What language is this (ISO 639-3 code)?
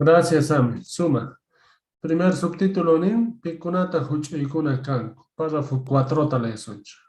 que